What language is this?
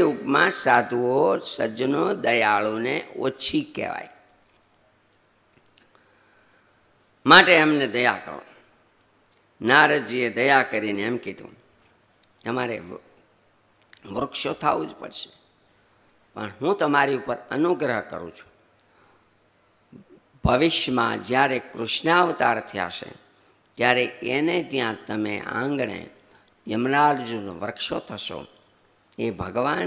Gujarati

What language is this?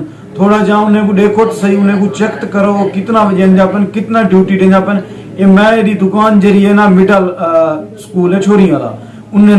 Saraiki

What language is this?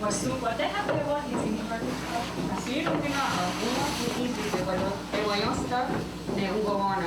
Mohawk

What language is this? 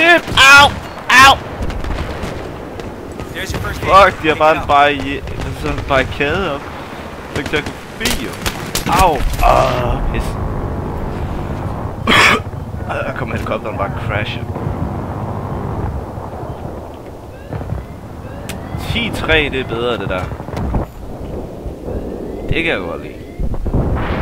Danish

